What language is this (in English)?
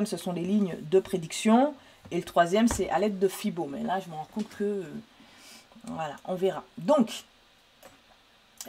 French